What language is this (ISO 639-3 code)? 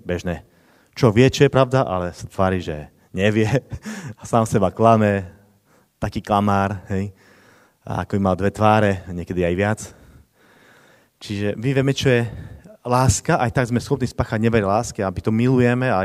slk